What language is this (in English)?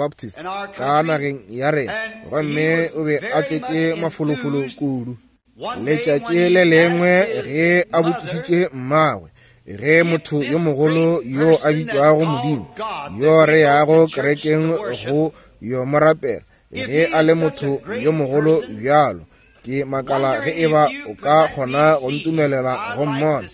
Northern Sotho